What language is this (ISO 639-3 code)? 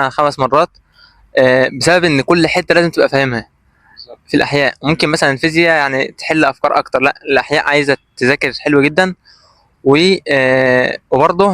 arz